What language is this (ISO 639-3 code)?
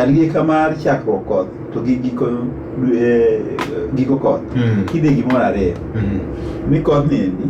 luo